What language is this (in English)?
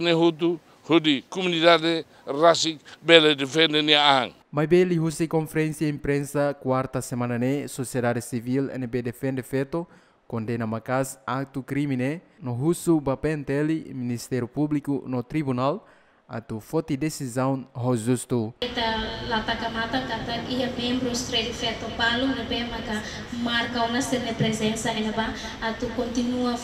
Tetum